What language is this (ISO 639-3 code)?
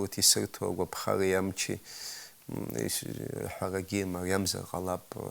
abk